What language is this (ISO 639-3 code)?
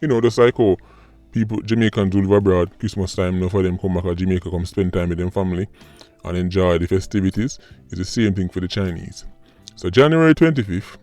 jam